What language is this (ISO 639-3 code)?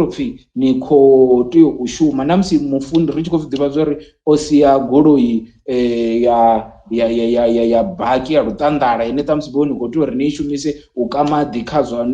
ven